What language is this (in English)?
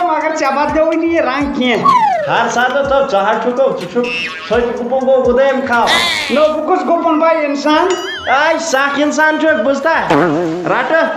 Kashmiri